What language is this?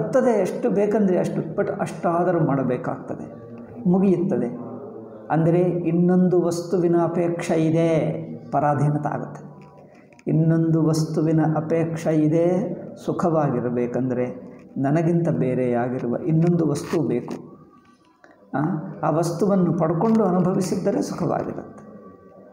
Kannada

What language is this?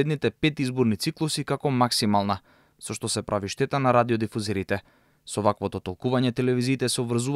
Macedonian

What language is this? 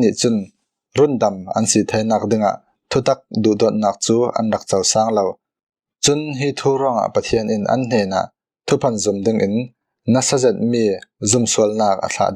Falam Chin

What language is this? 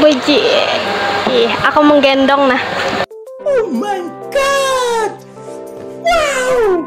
Banjar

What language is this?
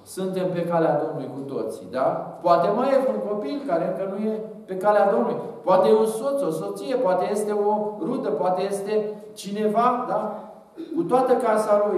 Romanian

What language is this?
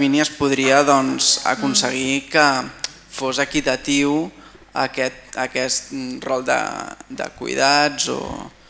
Catalan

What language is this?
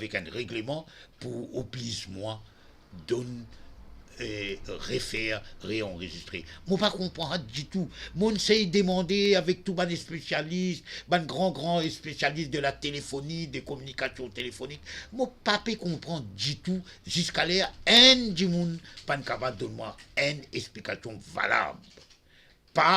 Morisyen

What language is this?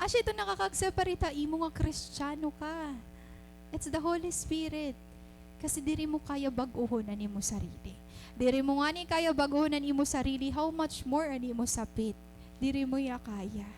Waray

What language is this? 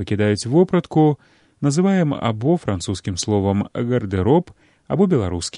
Belarusian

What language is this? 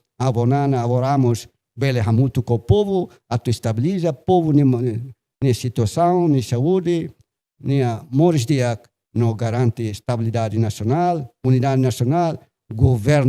Tetum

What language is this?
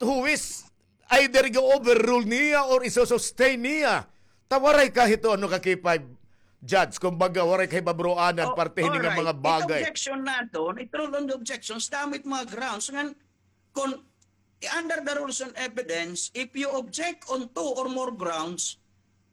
Waray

